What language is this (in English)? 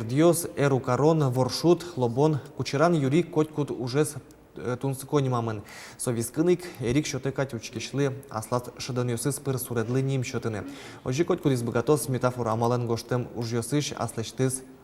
Udmurt